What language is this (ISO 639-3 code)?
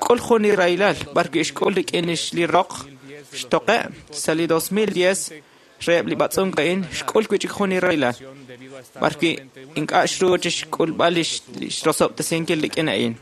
kek